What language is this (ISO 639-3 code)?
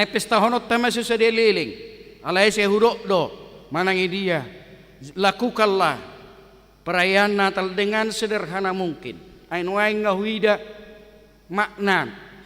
bbc